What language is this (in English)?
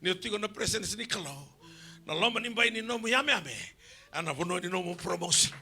Fijian